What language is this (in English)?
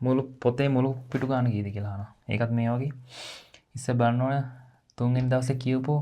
Sinhala